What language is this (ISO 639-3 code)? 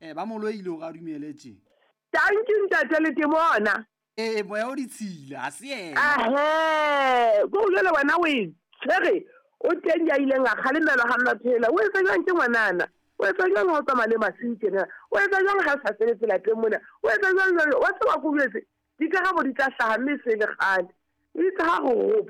sot